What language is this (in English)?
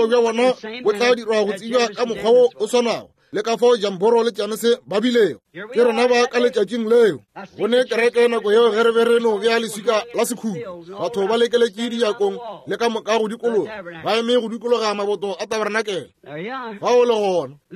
Northern Sotho